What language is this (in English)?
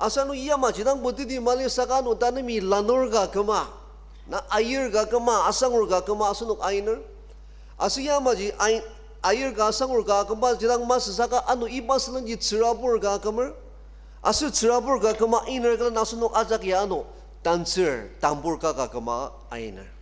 Ao Naga